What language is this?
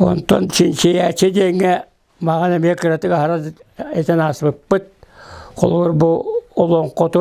Yakut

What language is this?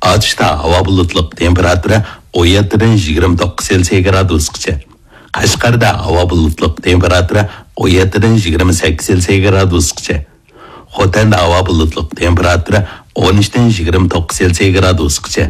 Uyghur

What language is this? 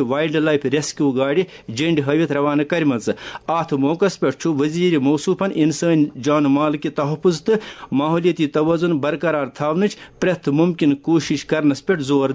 Kashmiri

